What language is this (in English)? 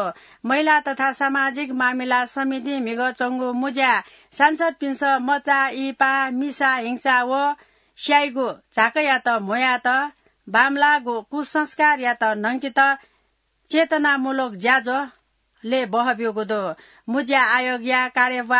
Newari